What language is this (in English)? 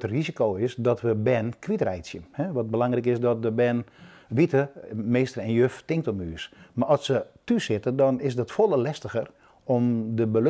Western Frisian